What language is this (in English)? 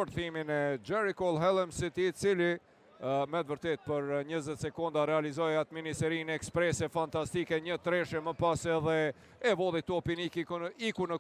Albanian